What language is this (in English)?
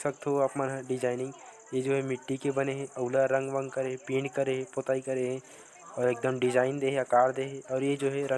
Chhattisgarhi